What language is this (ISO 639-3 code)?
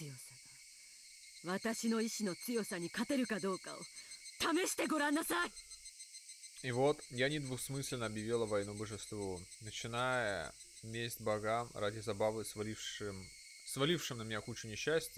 rus